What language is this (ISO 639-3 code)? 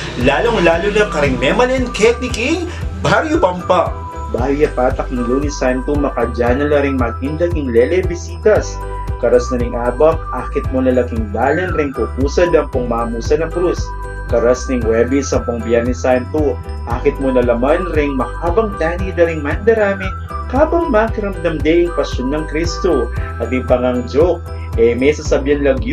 pam